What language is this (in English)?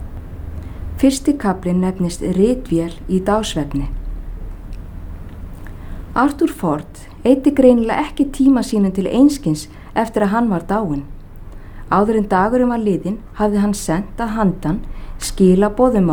Icelandic